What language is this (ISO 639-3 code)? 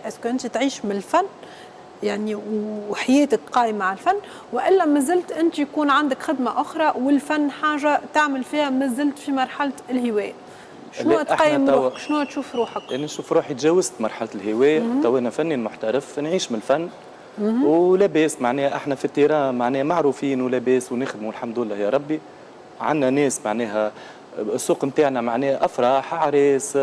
aeb